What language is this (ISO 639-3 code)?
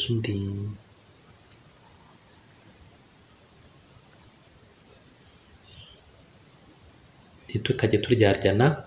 kin